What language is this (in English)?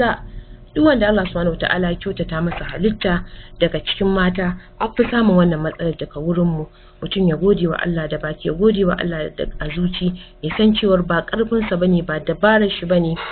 Hausa